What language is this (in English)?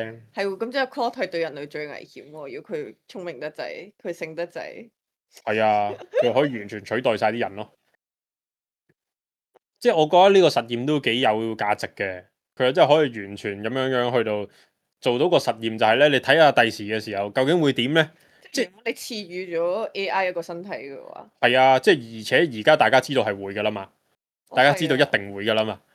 Cantonese